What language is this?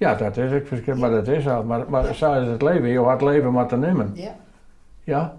Western Frisian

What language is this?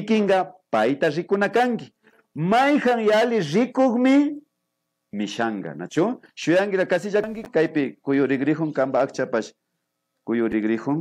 Imbabura Highland Quichua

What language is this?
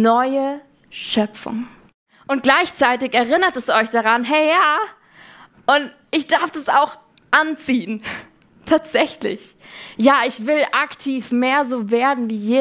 Swiss German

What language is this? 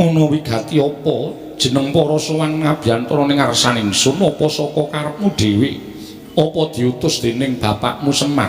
Javanese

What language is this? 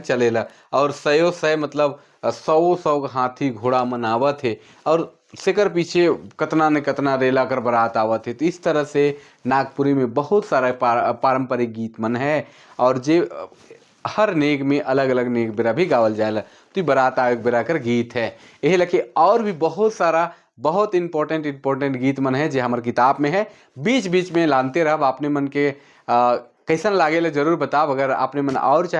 Sadri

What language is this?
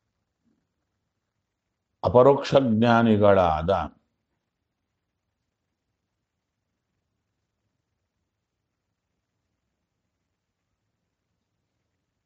Kannada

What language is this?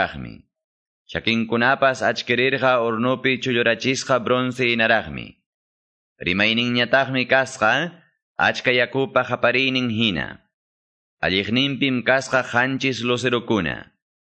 Quechua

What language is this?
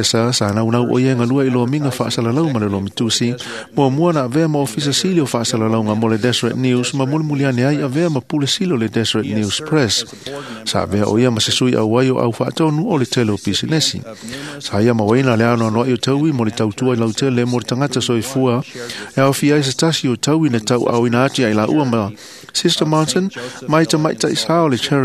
Samoan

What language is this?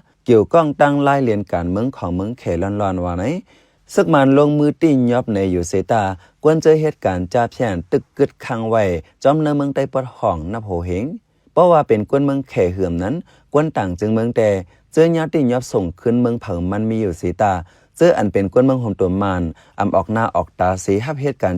Shan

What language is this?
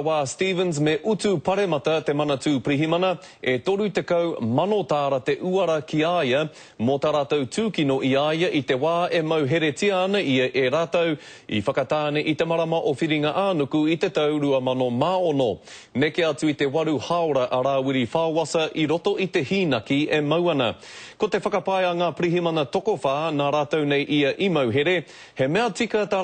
Māori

